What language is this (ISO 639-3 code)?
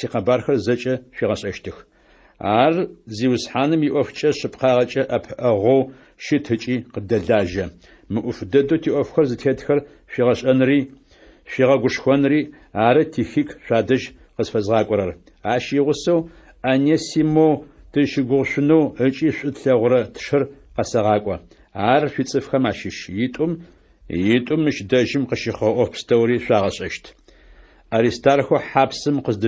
ady